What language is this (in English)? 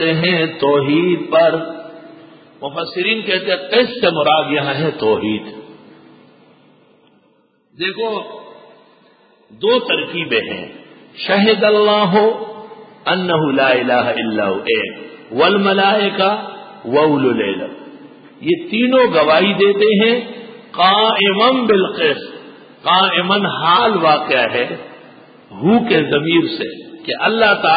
Urdu